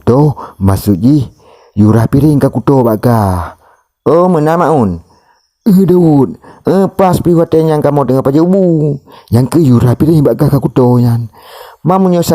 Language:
Achinese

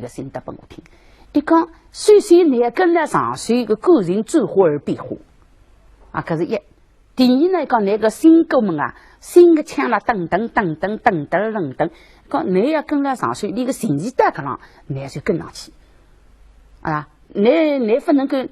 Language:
Wu Chinese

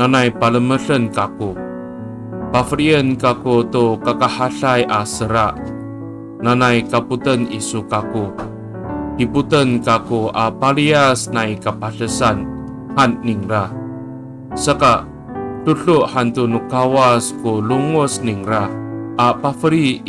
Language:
Amis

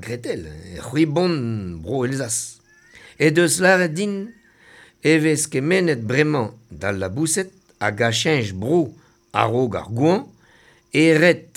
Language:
Breton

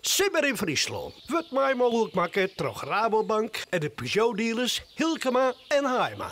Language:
Western Frisian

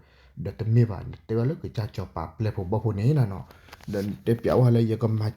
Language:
S'gaw Karen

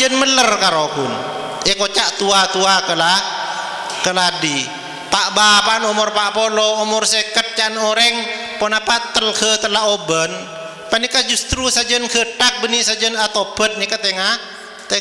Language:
Madurese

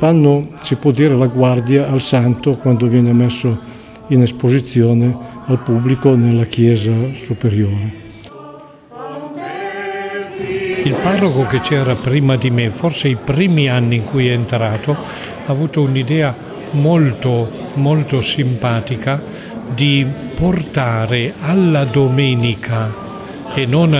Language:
Italian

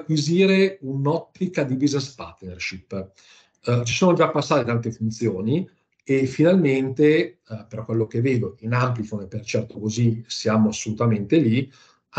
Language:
Italian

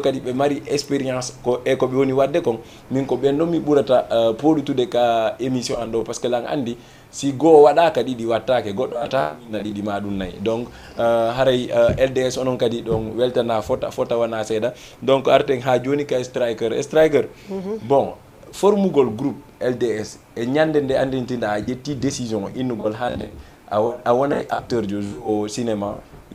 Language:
Fula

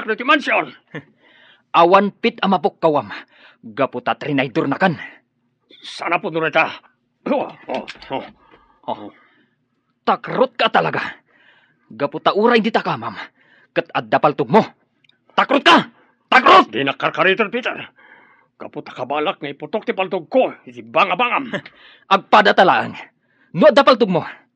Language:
Iloko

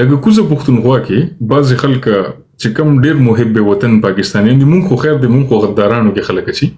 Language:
Pashto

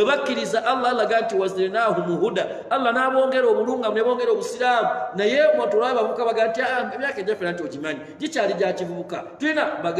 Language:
Ganda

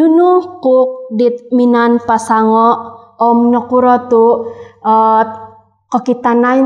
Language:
Central Dusun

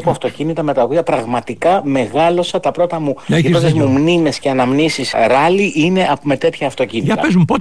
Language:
Greek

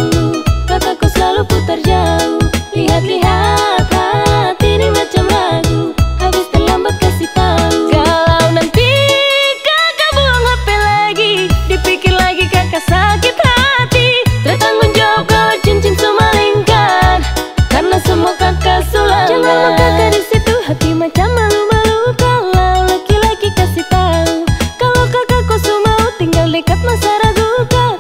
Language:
Indonesian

